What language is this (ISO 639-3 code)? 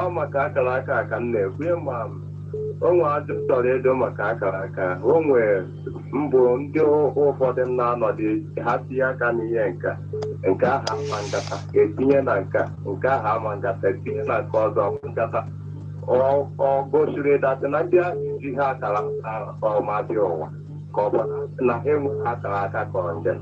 ibo